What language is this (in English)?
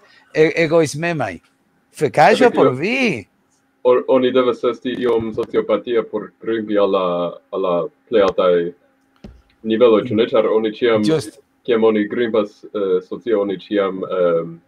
Esperanto